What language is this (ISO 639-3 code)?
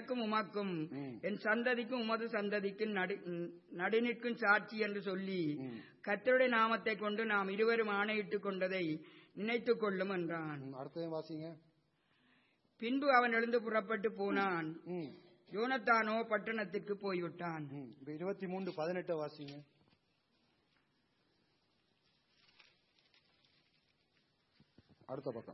tam